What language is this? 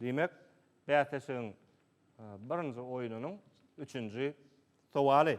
Turkmen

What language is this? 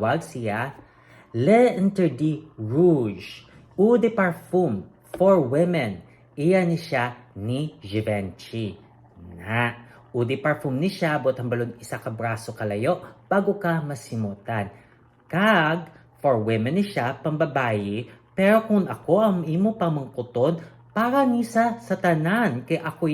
Hiligaynon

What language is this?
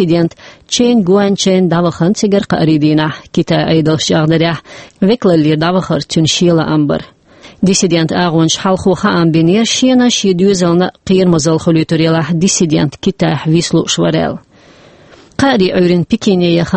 Chechen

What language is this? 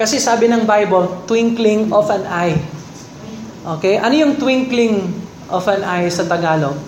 Filipino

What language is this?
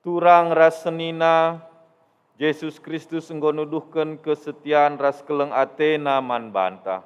Batak Karo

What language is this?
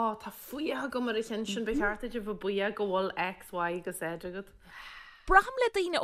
Irish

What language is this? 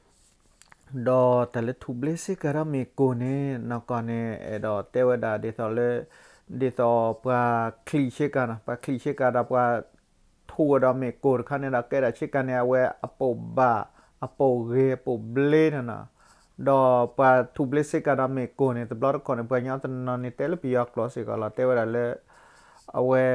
S'gaw Karen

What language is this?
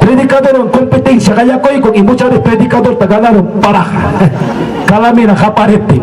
Ayacucho Quechua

